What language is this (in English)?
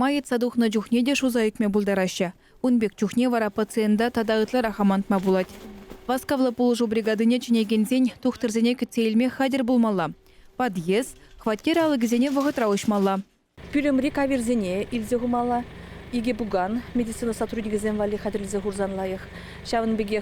Chuvash